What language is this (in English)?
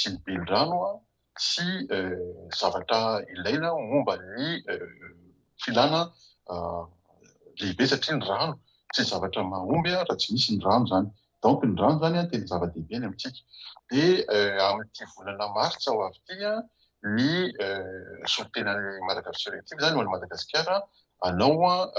Malagasy